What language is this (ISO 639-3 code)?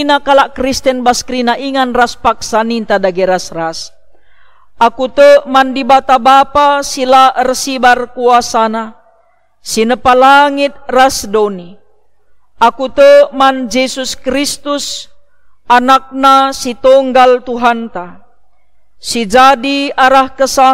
btx